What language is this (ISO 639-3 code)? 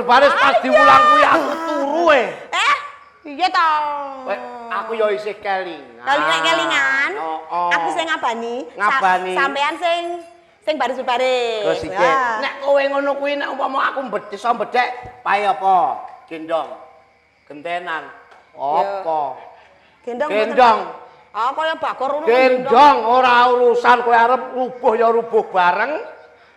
jav